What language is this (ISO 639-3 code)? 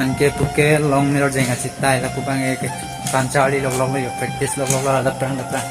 mjw